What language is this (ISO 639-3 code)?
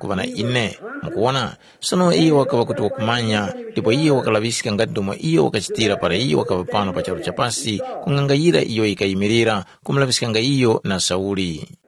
tum